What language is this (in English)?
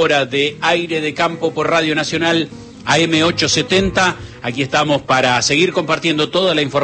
Spanish